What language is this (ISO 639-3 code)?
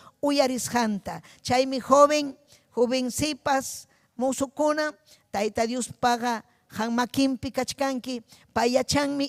quy